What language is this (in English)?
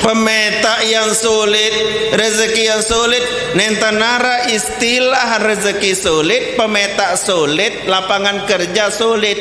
Sasak